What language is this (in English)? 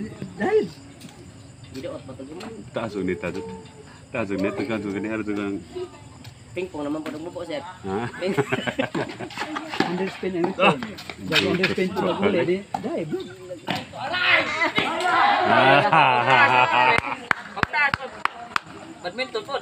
Filipino